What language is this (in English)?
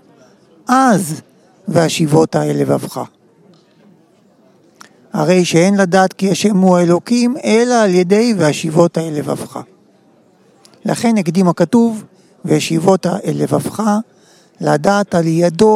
Hebrew